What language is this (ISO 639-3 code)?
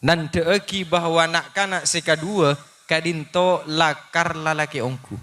mad